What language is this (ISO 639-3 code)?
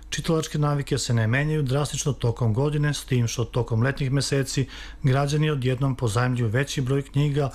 srp